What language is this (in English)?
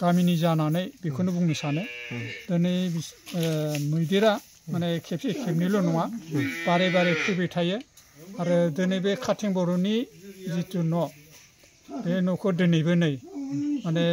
Bodo